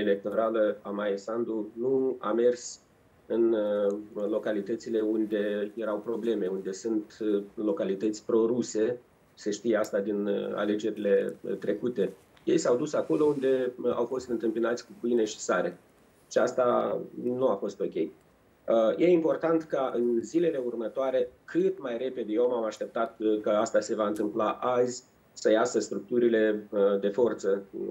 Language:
Romanian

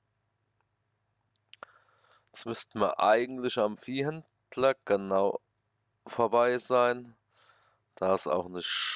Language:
German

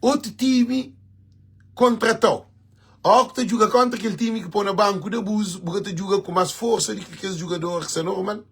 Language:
Kabuverdianu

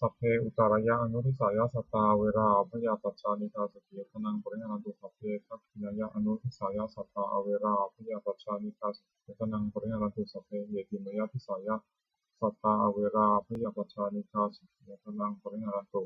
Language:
Pali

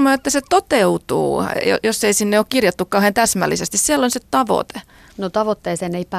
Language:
Finnish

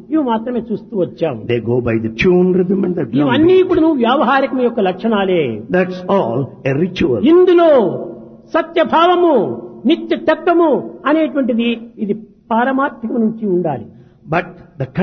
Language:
Telugu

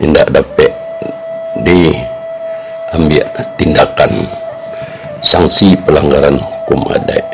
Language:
Minangkabau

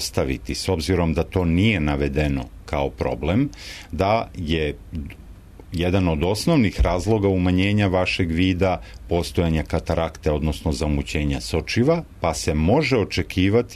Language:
Serbian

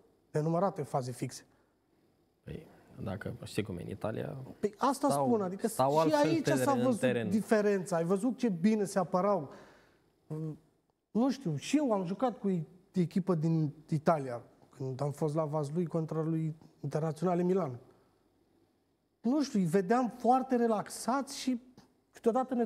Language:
Romanian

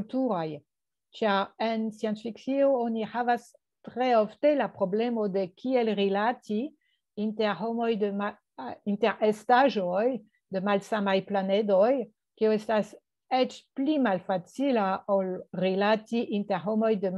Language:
Esperanto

